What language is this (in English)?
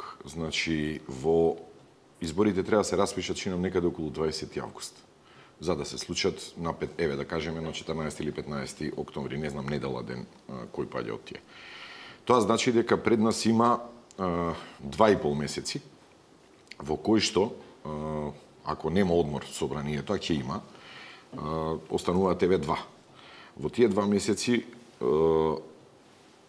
Macedonian